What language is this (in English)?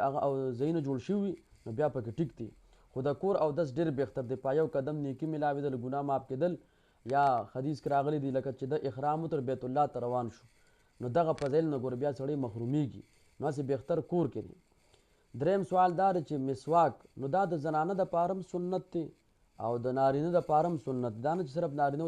Pashto